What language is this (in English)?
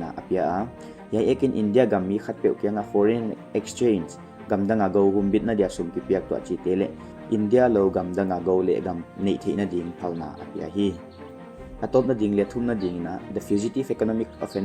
Paite Chin